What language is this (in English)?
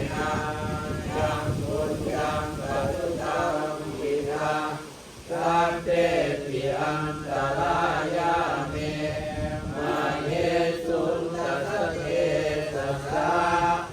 Pali